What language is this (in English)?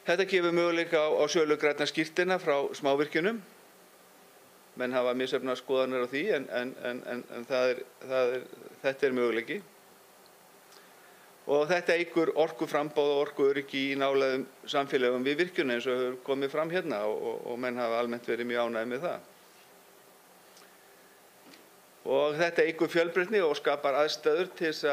Icelandic